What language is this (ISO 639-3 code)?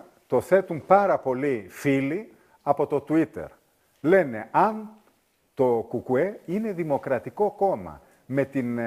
ell